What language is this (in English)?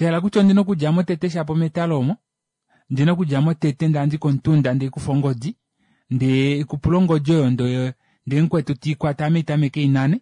Kuanyama